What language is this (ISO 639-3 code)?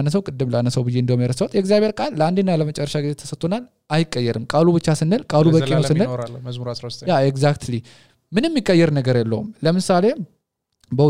amh